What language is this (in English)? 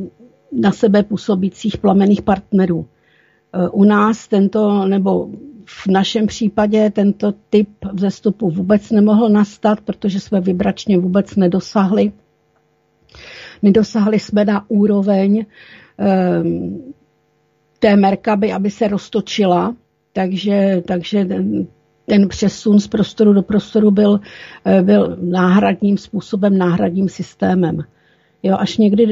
Czech